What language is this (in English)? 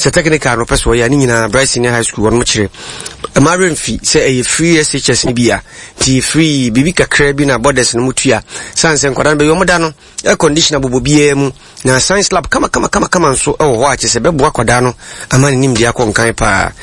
Akan